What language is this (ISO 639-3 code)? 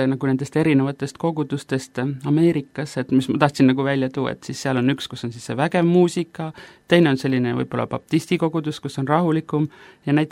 est